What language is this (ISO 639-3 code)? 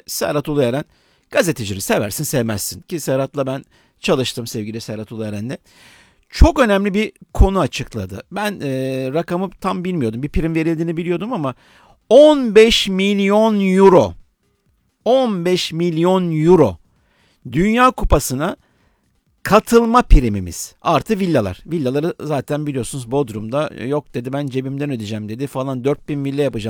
tur